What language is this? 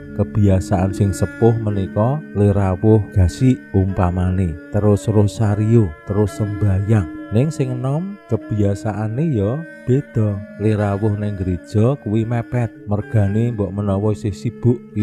Javanese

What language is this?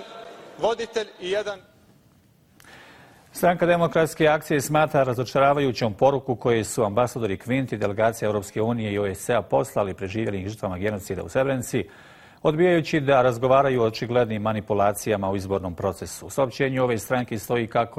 Bosnian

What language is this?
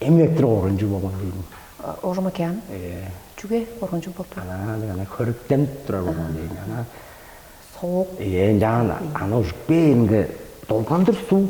Tuvinian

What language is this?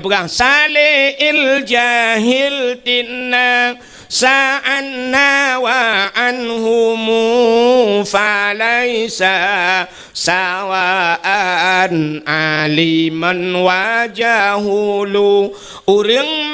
Achinese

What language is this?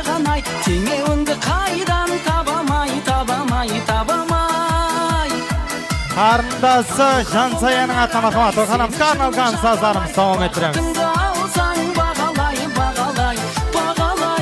Kazakh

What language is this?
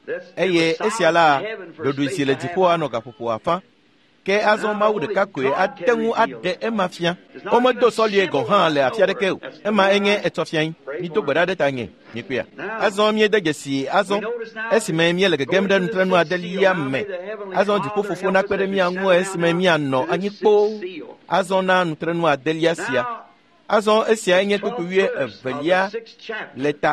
Ewe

